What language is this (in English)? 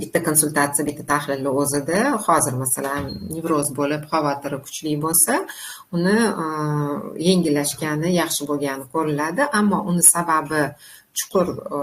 Uzbek